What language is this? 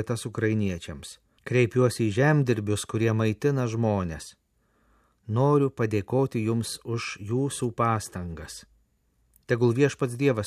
Lithuanian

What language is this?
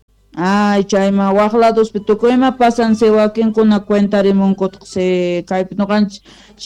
South Bolivian Quechua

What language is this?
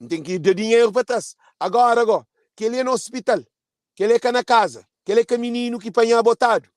Kabuverdianu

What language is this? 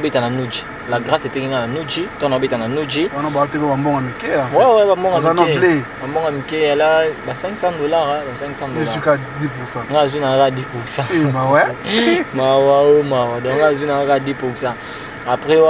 Lingala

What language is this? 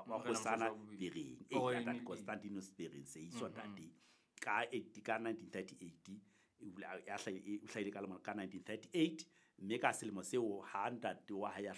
Southern Sotho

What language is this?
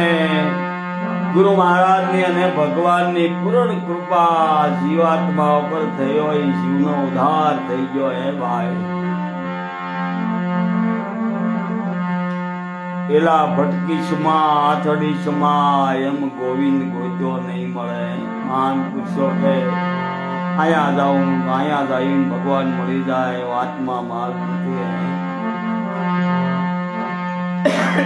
Gujarati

